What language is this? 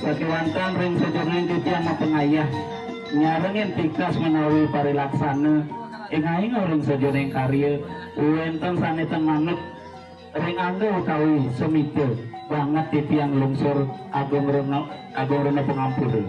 Balinese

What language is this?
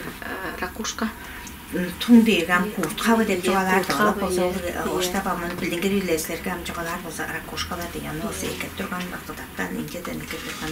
Tuvinian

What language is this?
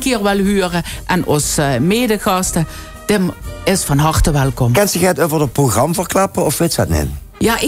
Limburgish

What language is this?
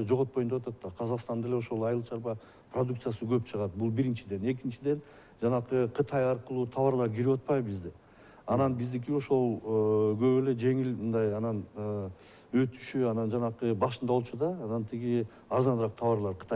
Kyrgyz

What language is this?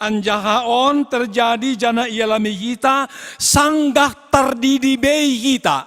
Batak Simalungun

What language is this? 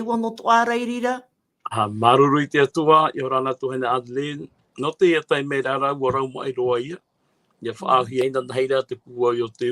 Tahitian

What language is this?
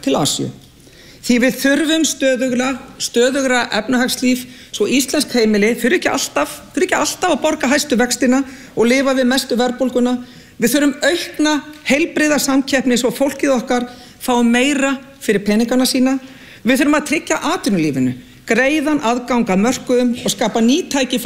Icelandic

